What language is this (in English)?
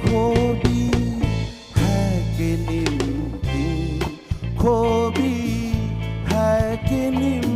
Newari